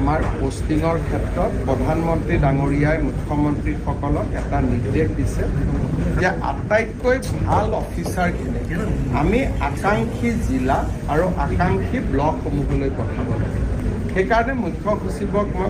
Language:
Assamese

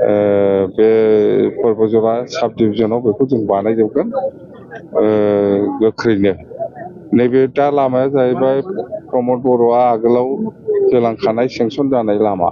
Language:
Bodo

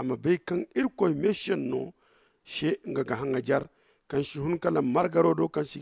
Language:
Zarma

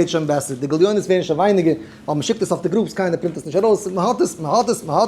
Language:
Yiddish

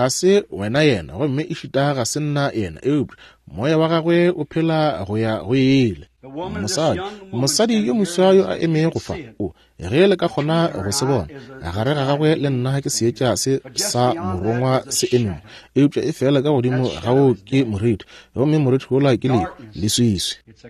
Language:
Northern Sotho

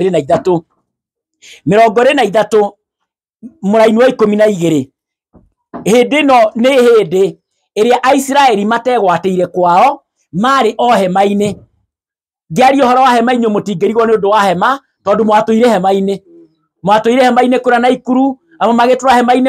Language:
Kikuyu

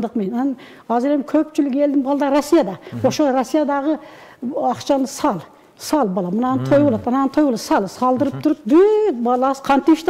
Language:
Kyrgyz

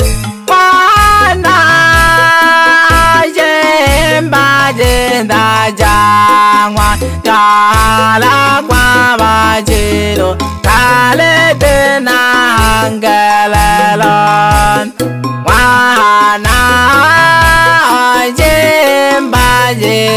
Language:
Swahili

